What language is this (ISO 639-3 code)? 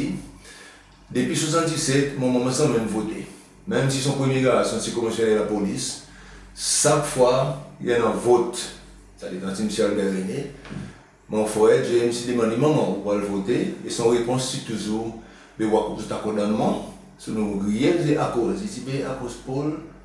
crs